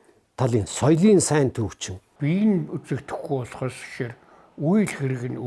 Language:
Mongolian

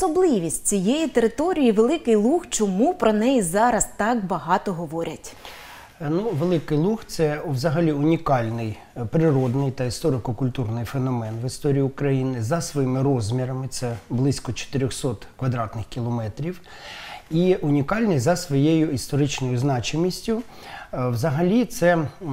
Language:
Ukrainian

